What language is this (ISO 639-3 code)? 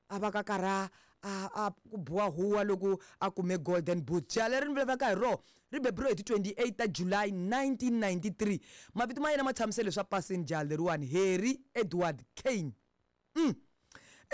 tso